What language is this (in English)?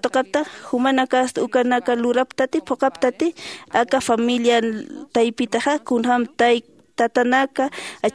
Aymara